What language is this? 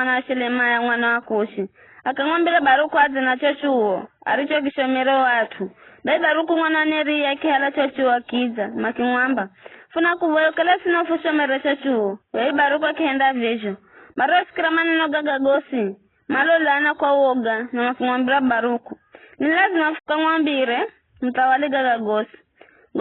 Giryama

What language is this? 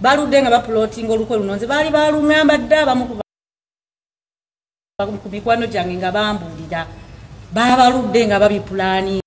Ganda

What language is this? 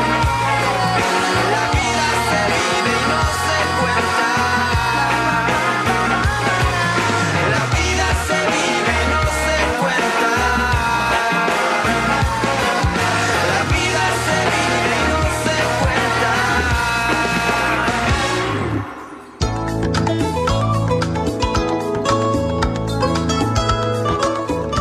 Spanish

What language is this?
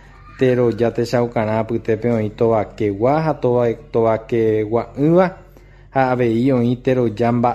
Guarani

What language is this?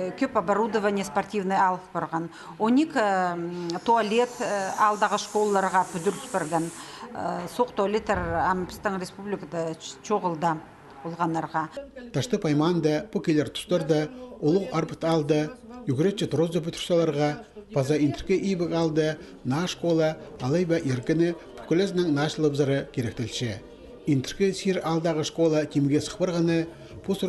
Khakas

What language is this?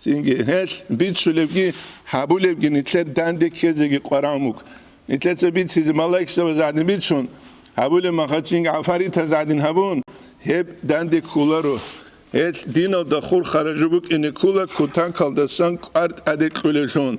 Avaric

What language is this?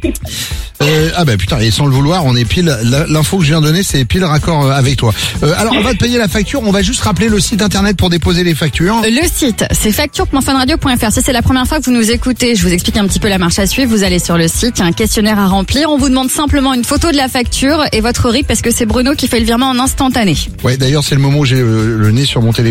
French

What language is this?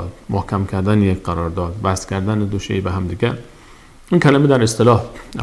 Persian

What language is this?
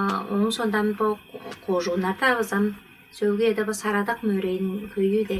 Tuvinian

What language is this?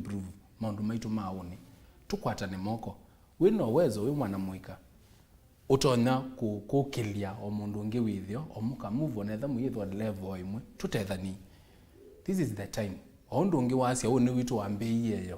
Kamba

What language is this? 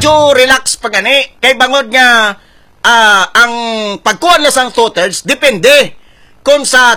Hiligaynon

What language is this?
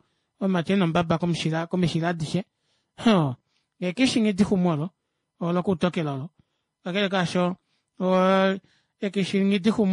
Kuanyama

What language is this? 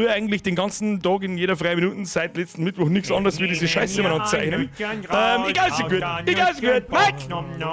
Bavarian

